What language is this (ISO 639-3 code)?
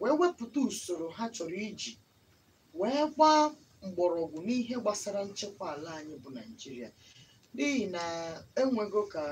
ibo